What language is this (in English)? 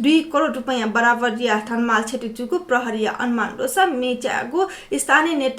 Newari